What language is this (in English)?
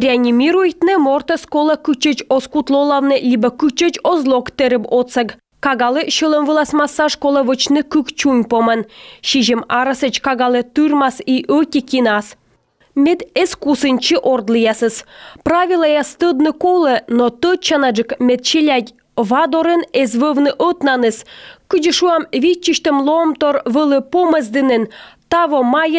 Komi